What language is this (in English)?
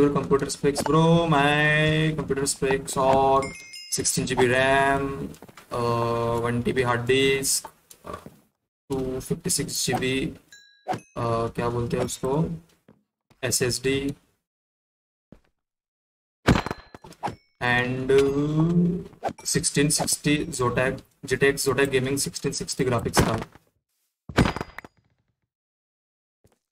Hindi